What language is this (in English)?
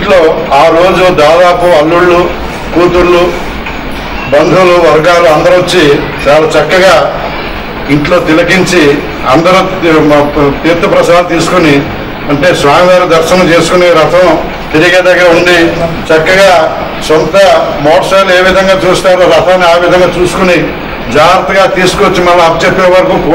Telugu